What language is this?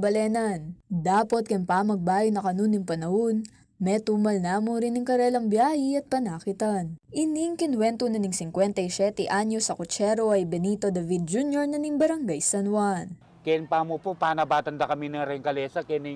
Pampanga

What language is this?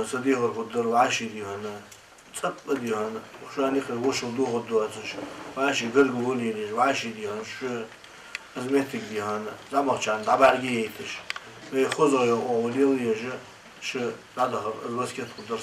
Ingush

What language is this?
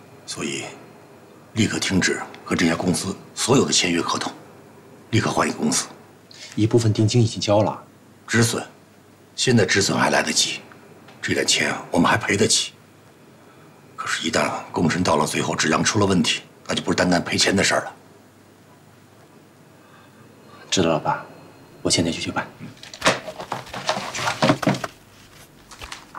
Chinese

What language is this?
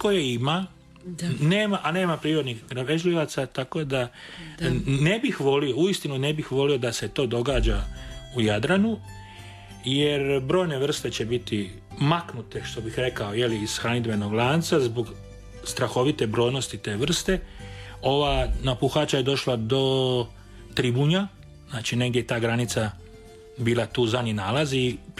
Croatian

